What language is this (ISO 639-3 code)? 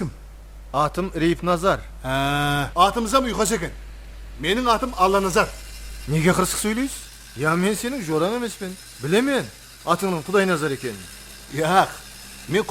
kaa